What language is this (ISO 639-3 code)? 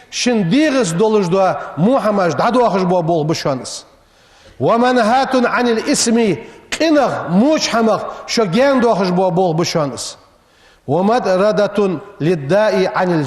inh